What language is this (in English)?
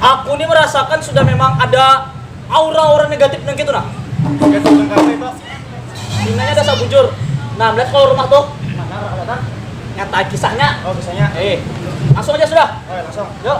Banjar